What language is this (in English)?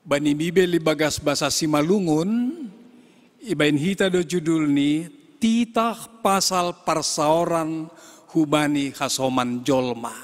Batak Simalungun